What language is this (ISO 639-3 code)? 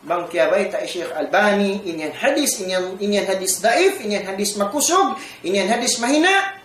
tsg